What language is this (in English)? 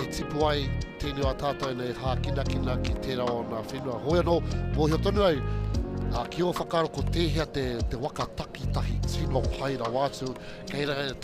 Māori